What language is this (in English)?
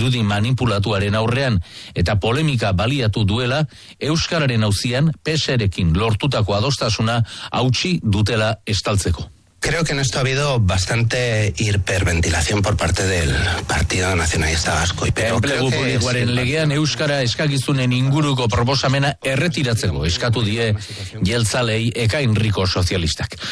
Basque